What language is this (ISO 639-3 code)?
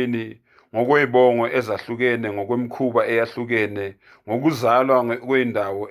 zul